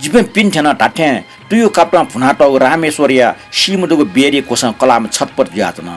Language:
Newari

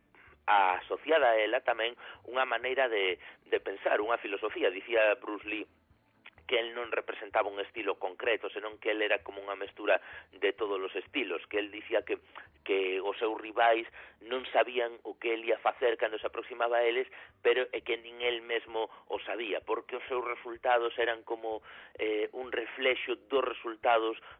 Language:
Galician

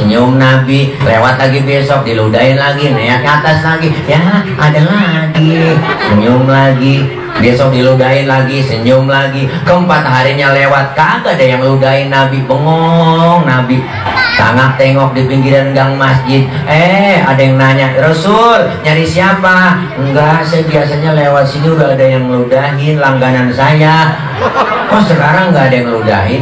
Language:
Betawi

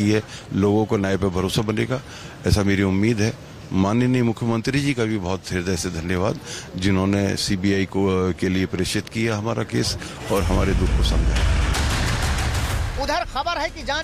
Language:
Hindi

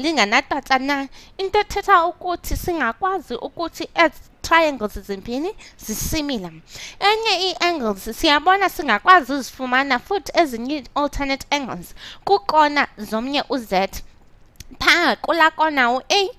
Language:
Xhosa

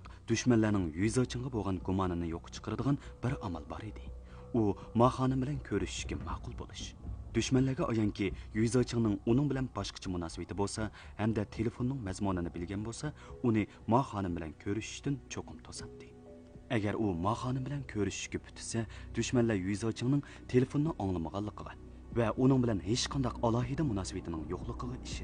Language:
Uyghur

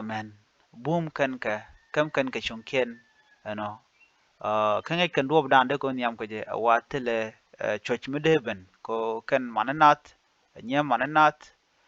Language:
Nuer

